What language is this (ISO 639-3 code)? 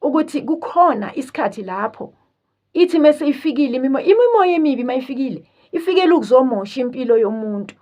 zul